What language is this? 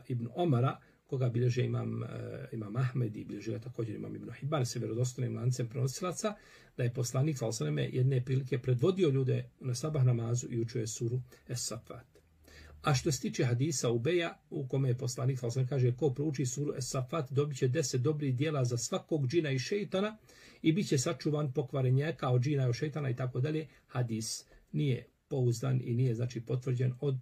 Bosnian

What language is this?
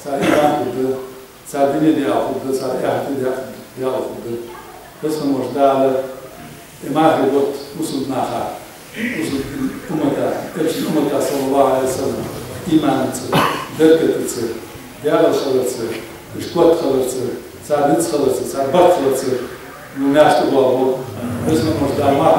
Ingush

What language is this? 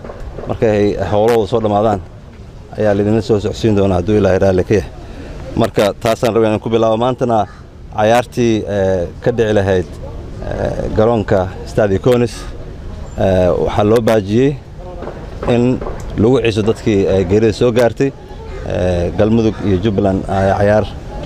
Somali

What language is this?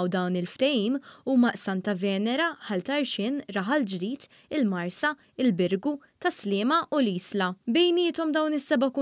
Maltese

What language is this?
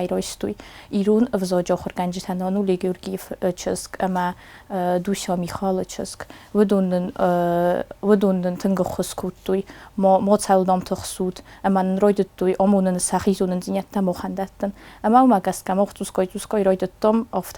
Ossetic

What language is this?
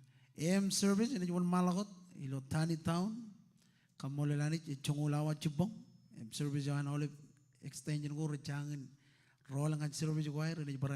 Marshallese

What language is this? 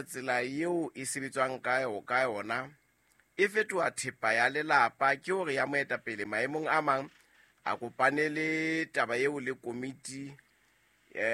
Southern Sotho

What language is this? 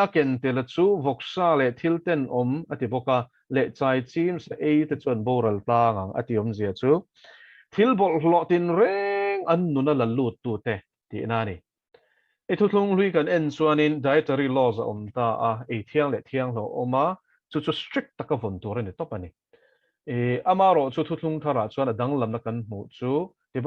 Mizo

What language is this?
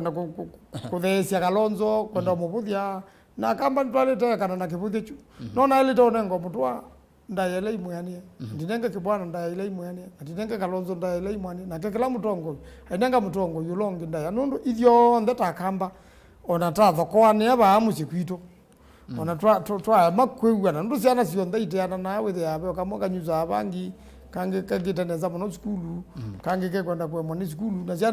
Kamba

